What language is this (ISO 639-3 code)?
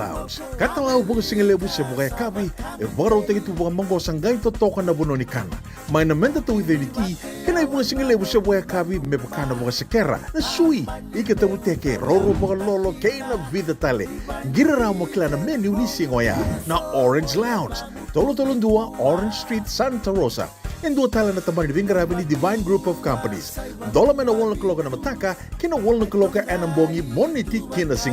fij